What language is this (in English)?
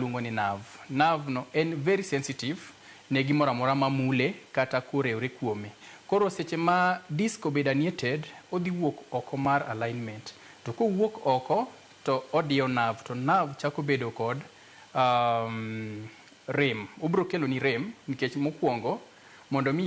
Luo (Kenya and Tanzania)